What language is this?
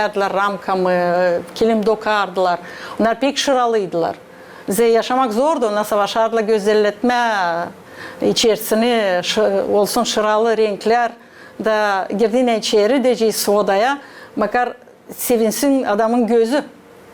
Gagauz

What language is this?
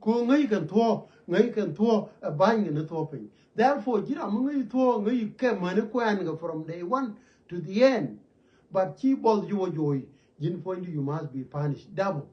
Nuer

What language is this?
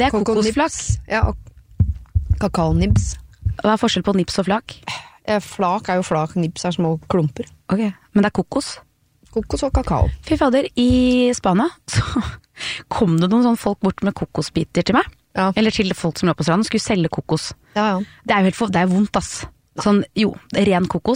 Norwegian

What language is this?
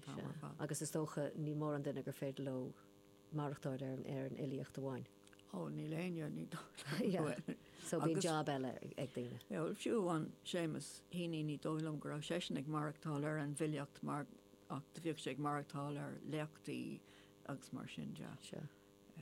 Irish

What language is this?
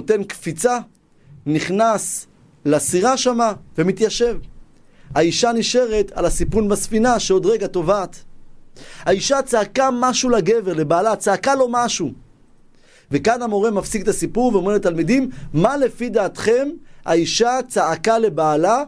Hebrew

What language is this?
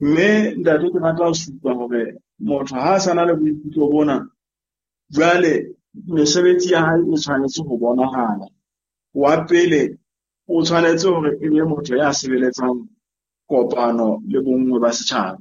Southern Sotho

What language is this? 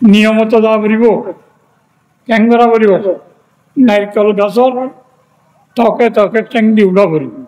Rohingya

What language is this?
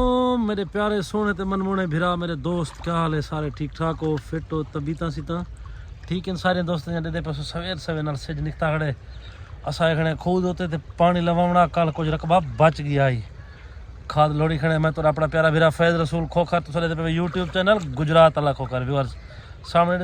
Saraiki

